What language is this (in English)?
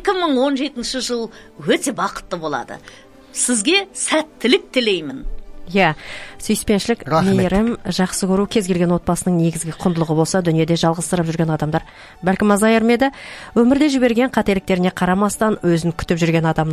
Kazakh